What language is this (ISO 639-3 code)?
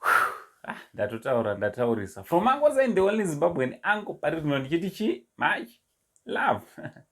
sna